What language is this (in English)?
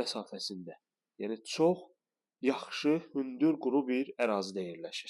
Azerbaijani